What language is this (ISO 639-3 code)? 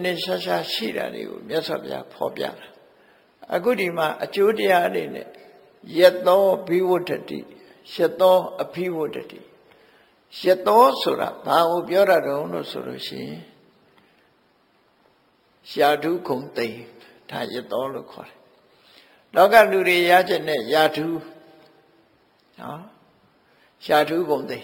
mya